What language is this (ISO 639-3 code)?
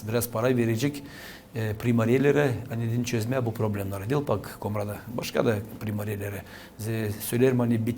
gag